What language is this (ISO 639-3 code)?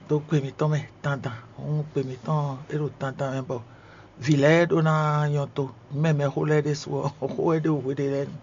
fon